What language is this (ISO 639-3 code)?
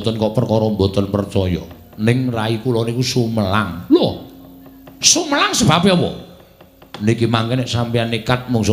jav